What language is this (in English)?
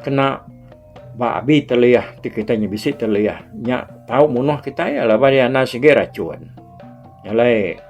Iban